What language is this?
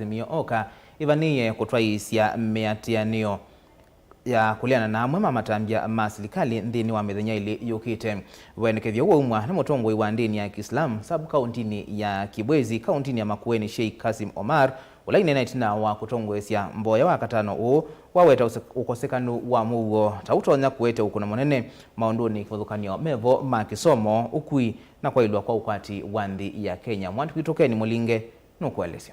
Kamba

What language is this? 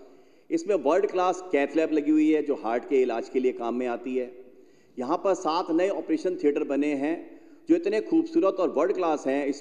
Hindi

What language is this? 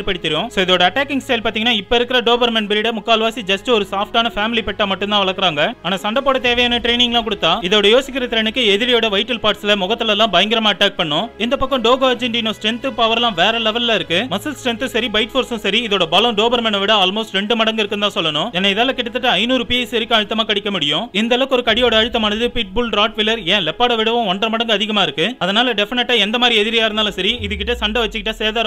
Tamil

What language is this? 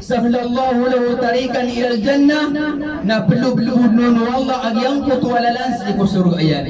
Maranao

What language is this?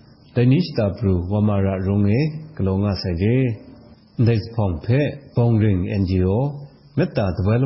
Burmese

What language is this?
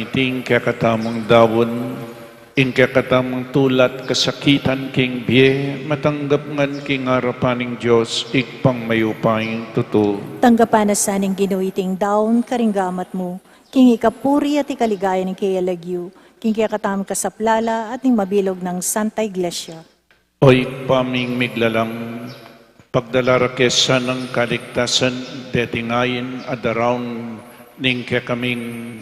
Pampanga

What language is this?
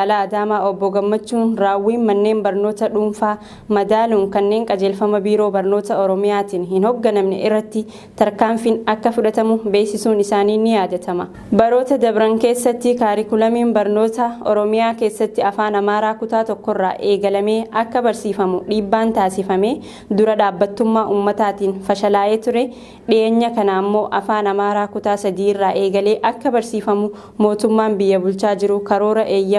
Oromo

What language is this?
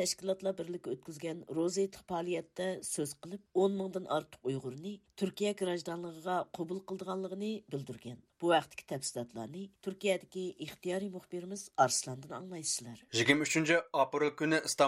Uyghur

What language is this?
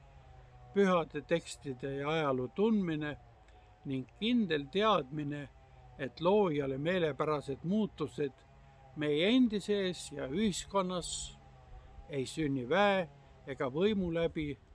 Estonian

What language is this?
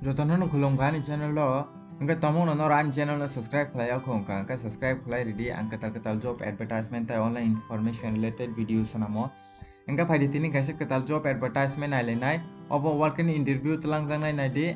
Kok Borok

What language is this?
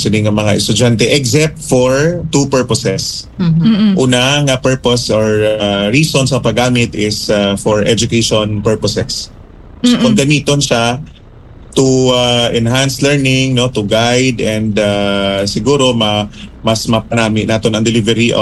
Hiligaynon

